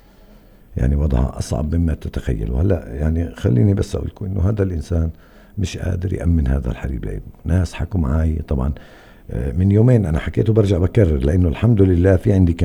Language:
North Levantine Arabic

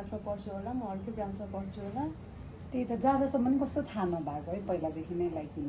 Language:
Nepali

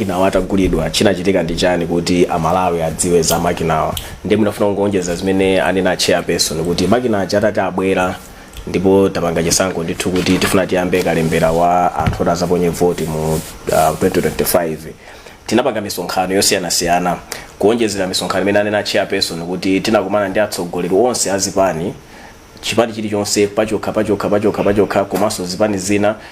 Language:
Nyanja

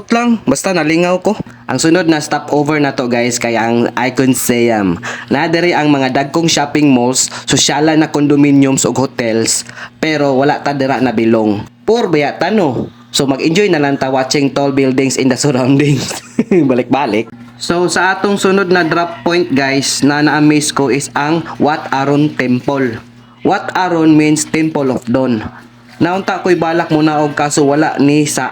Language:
Cebuano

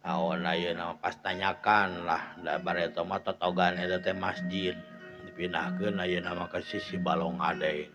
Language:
Sundanese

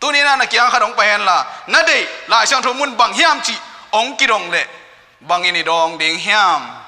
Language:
Tedim Chin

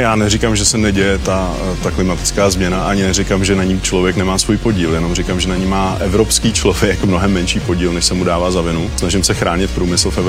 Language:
Czech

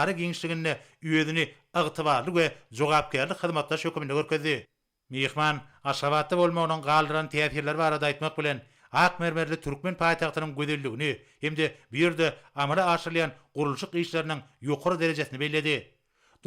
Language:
Turkmen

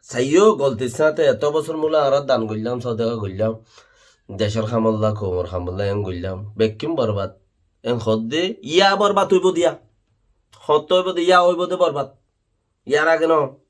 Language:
Rohingya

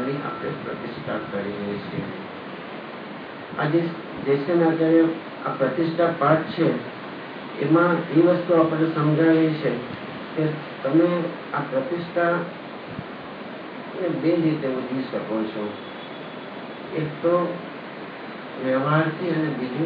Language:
Gujarati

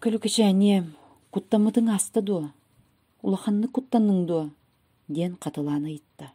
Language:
Yakut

